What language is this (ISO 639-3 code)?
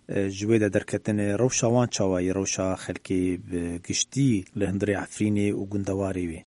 kur